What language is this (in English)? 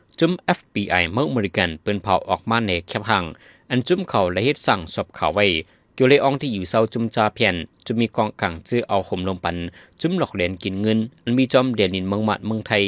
Shan